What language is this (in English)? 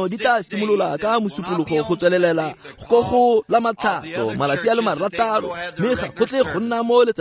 Tswana